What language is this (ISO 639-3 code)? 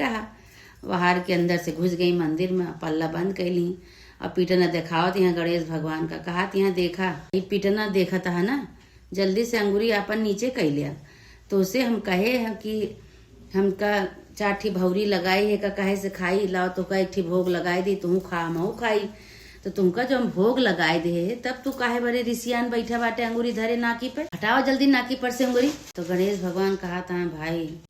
awa